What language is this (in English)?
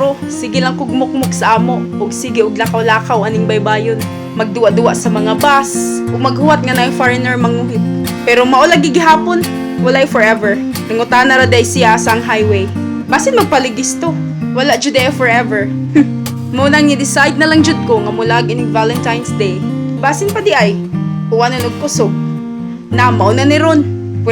Cebuano